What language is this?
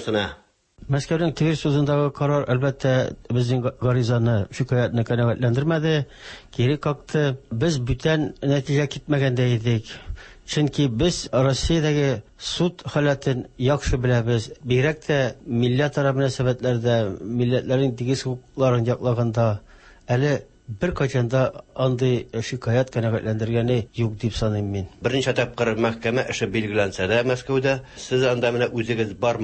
Tatar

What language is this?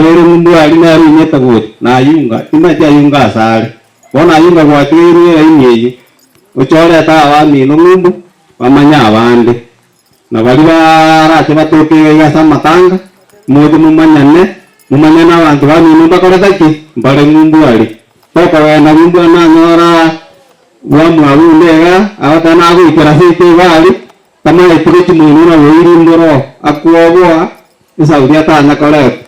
Gusii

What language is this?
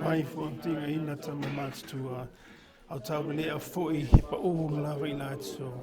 Samoan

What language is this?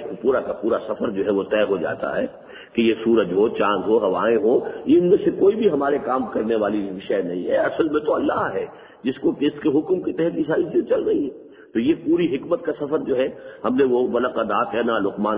Urdu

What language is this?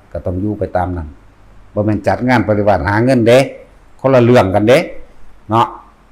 Northeastern Thai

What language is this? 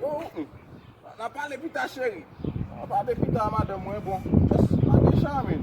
Haitian Creole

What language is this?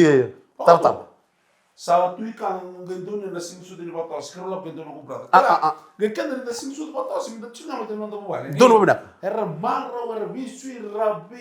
Fijian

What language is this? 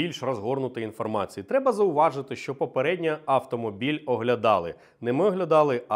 Ukrainian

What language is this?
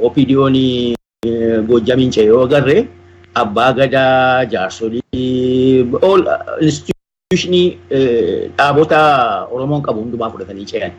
Oromo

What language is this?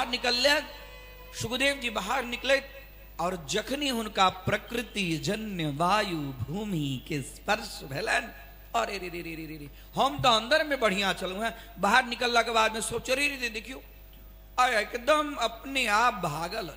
Maithili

